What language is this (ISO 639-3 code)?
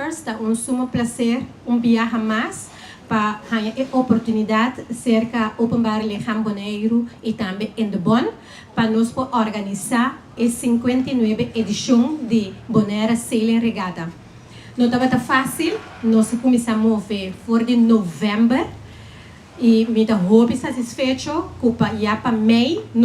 pap